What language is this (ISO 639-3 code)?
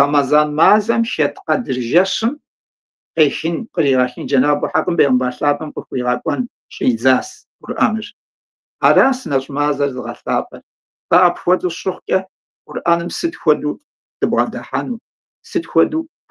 kbd